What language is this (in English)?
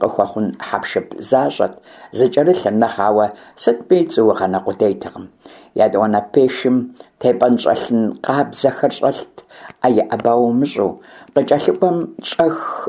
Kabardian